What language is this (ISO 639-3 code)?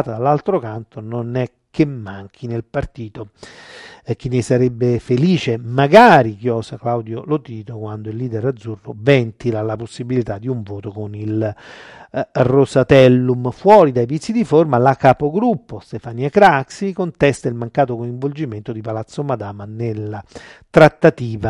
ita